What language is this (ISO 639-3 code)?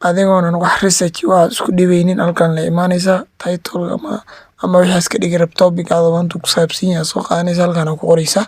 som